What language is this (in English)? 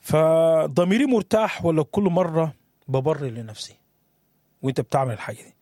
Sudanese Arabic